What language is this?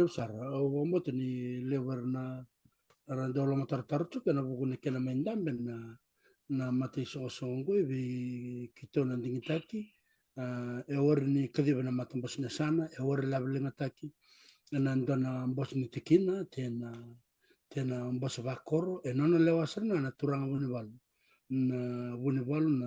Fijian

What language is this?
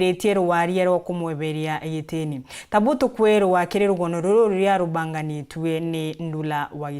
Meru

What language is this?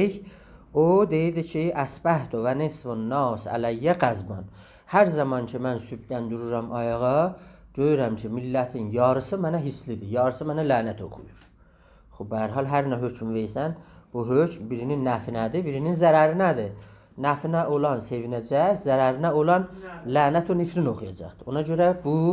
South Azerbaijani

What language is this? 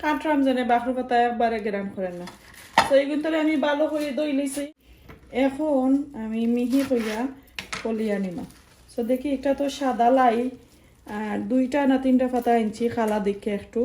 Sylheti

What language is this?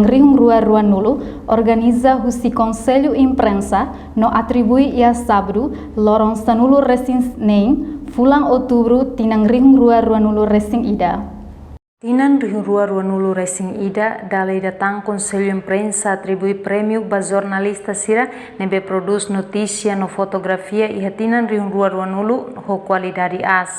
Tetum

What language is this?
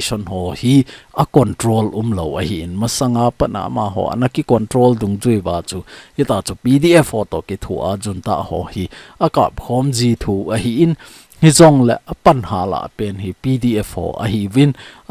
Thado Chin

